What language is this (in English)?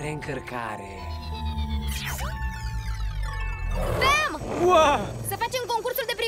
Romanian